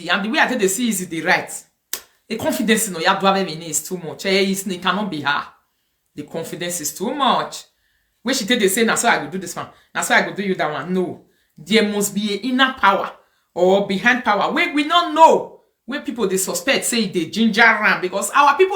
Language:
Nigerian Pidgin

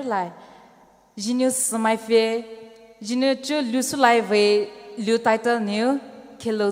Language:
Poumei Naga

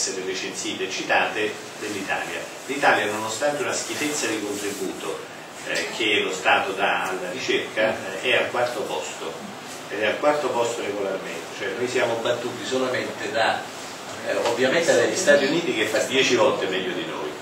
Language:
Italian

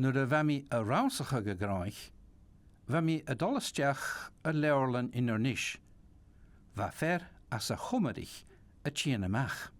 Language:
Scottish Gaelic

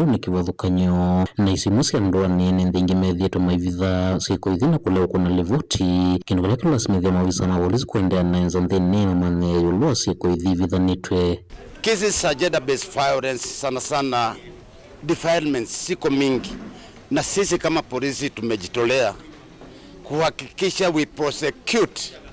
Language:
Kamba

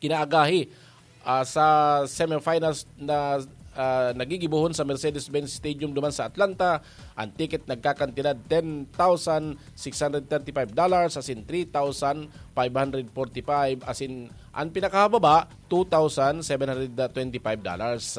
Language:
Bikol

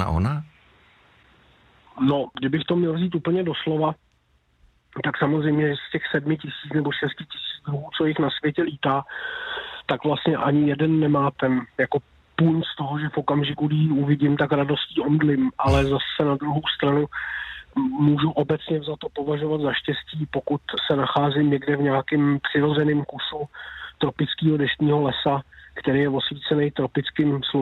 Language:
Czech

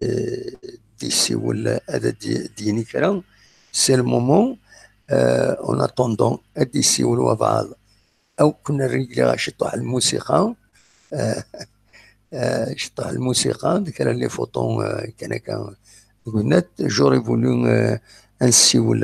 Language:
Kabyle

